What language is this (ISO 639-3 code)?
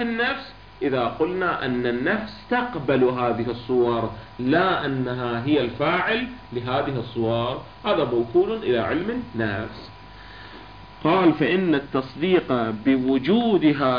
ara